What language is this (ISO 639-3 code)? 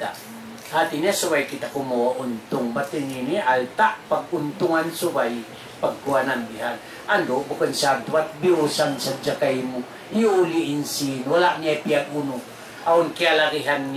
tsg